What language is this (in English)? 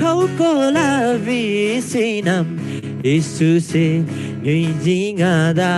Eastern Tamang